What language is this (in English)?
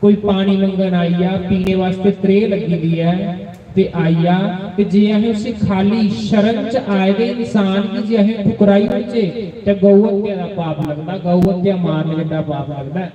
Dogri